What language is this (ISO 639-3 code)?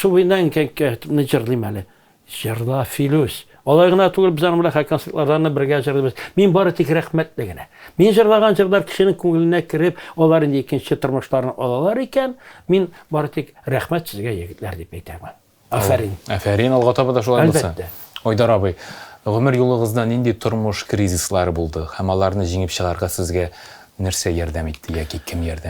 tat